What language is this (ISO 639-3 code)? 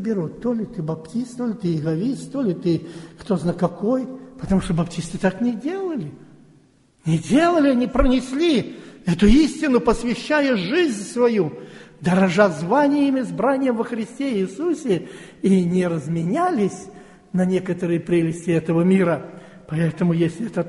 rus